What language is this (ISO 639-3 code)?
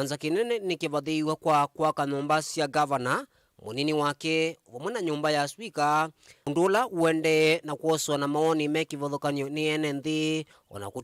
kam